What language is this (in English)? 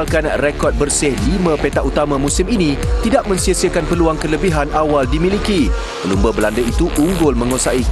Malay